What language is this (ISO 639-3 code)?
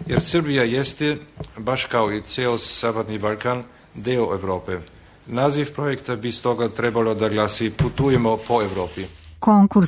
srp